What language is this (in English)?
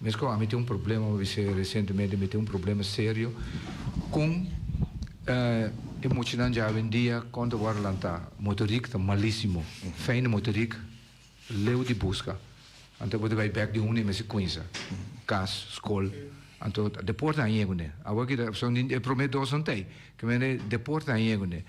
Papiamento